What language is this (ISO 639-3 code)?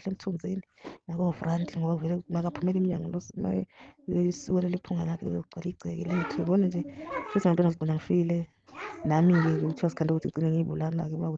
zul